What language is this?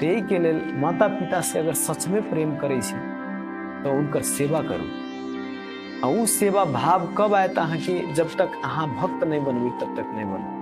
Maithili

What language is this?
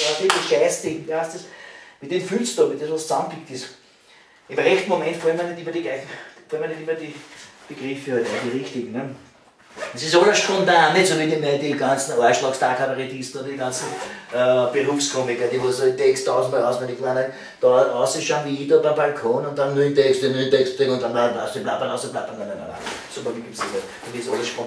Bavarian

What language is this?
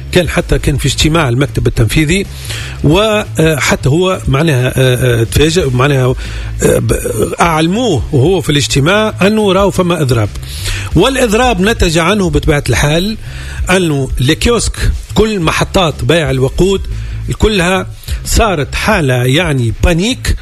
Tunisian Arabic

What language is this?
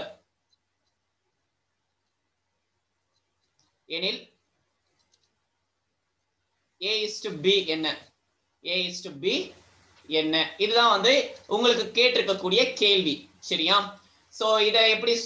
Tamil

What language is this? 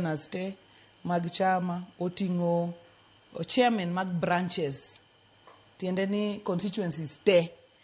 Luo (Kenya and Tanzania)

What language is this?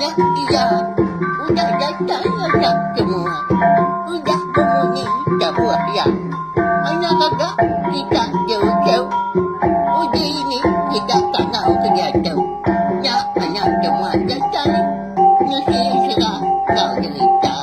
Iban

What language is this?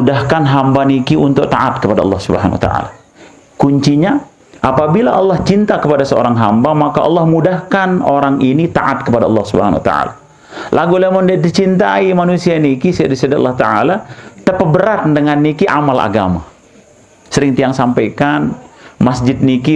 Sasak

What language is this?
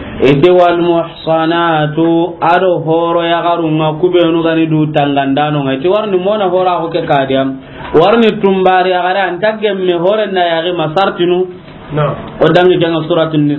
Soninke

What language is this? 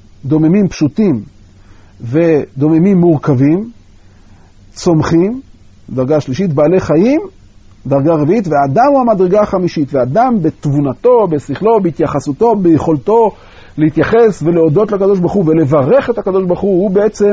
Hebrew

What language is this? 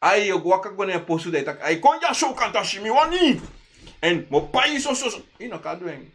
Sranan Tongo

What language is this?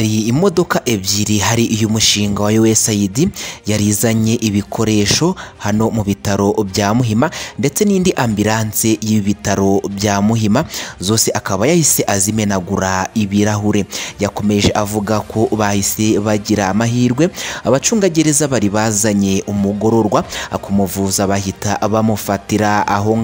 Kinyarwanda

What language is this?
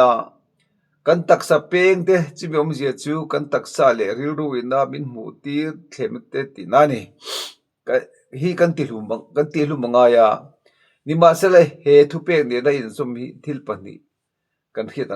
Mizo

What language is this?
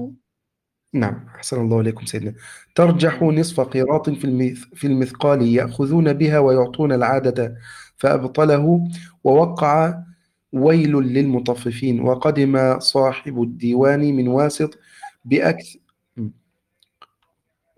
Arabic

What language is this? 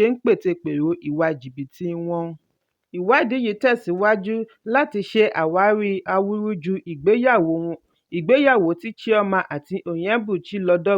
Yoruba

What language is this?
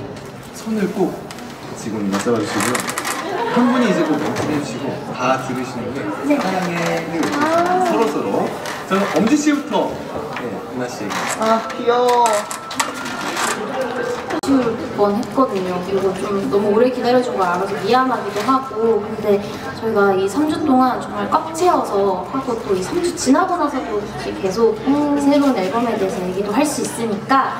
Korean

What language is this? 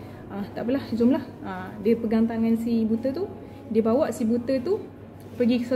Malay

